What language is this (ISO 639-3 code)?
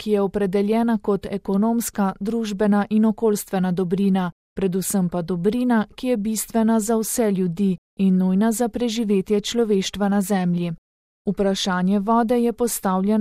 slv